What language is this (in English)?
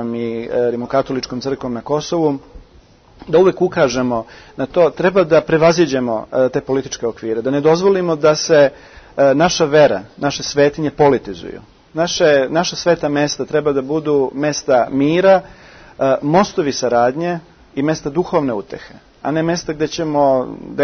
Serbian